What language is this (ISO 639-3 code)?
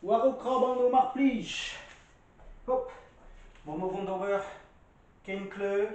bre